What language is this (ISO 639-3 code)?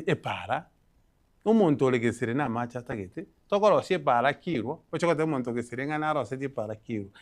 guz